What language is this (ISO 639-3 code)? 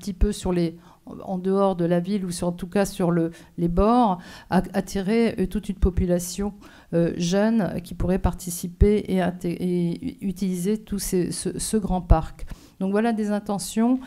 fra